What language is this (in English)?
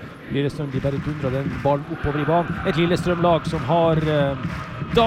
Norwegian